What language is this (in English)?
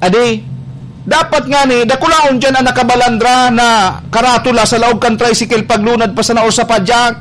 Bikol